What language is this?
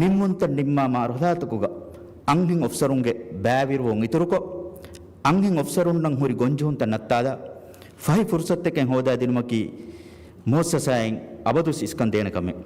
Divehi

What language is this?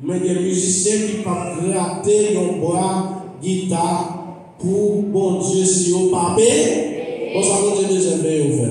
Haitian Creole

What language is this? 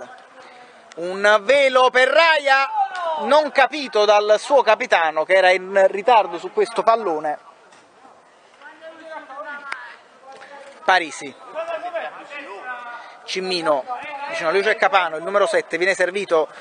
Italian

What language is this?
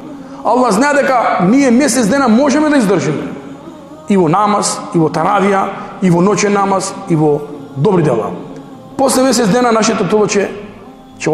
Macedonian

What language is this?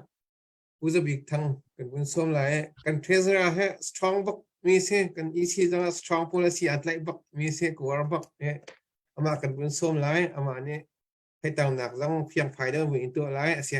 Hakha Chin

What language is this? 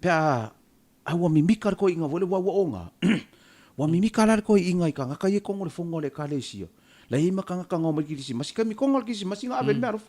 Samoan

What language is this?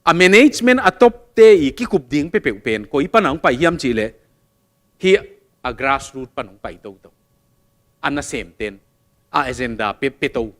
Tedim Chin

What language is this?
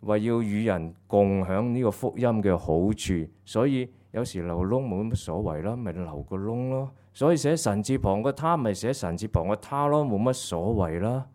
Cantonese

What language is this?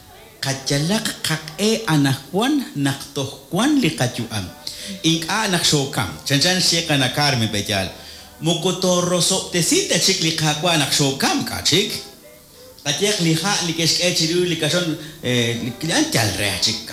Kekchí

